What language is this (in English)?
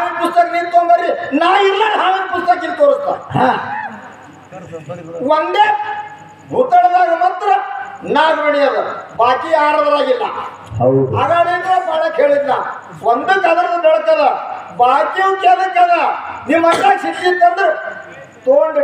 Kannada